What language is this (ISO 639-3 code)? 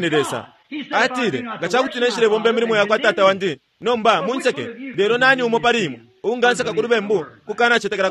bem